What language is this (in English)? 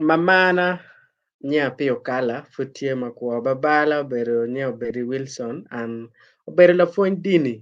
Acoli